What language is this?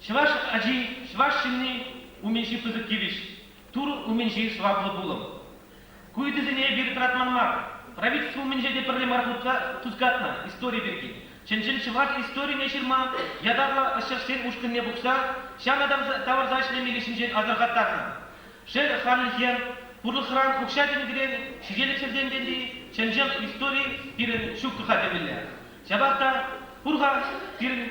Chuvash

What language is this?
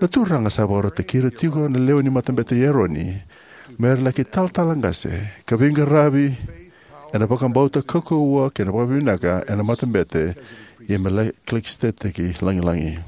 Fijian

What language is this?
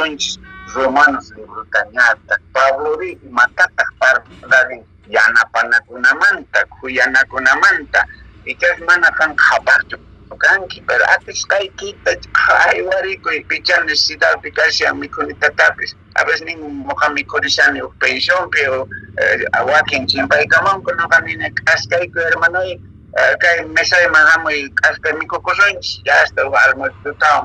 Quechua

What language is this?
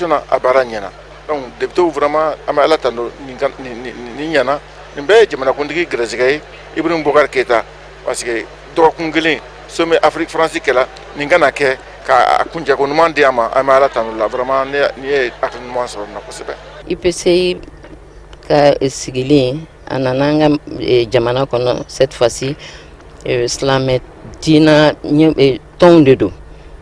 Bambara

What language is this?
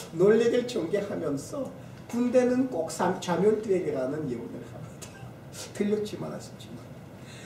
Korean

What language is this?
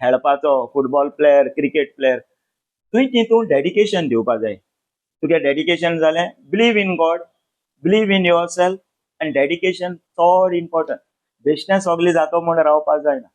Konkani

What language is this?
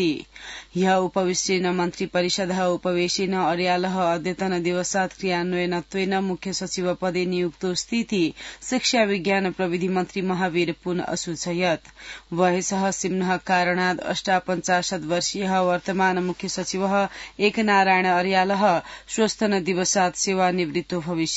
Sanskrit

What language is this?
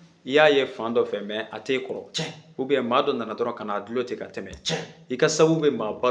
Bambara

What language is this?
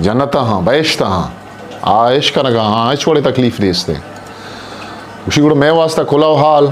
Eastern Balochi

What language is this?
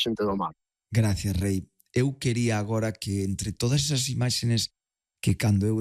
Galician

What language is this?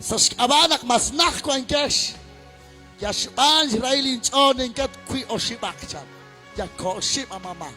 Kekchí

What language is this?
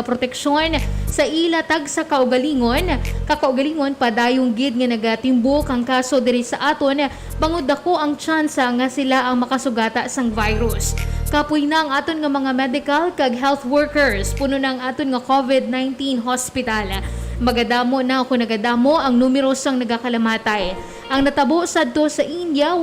Hiligaynon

